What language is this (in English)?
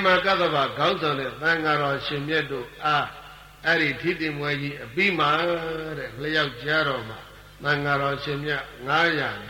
Burmese